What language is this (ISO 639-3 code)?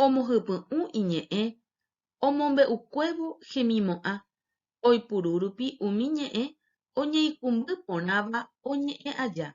grn